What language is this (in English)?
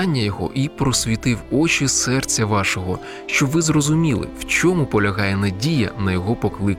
Ukrainian